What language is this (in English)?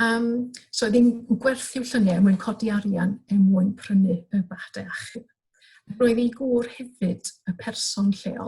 Welsh